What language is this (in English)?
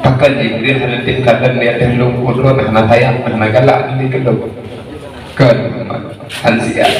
Achinese